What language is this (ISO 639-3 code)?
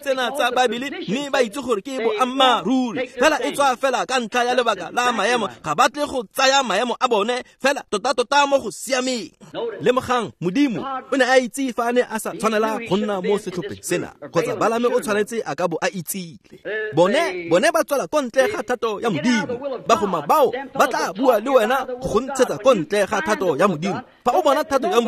tsn